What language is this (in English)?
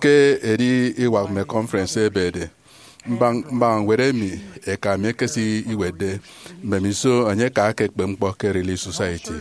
Efik